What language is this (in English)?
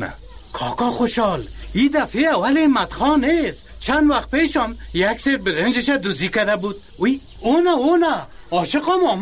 Persian